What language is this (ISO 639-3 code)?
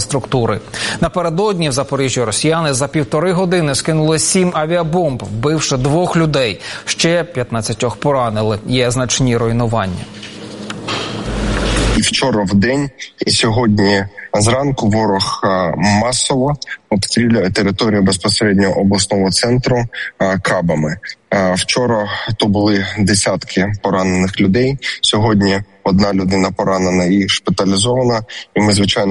ukr